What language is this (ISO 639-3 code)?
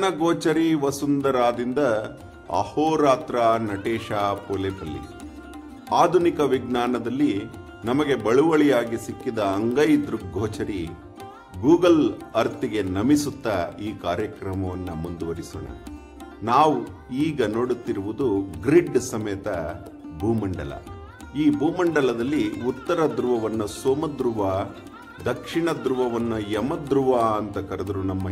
kan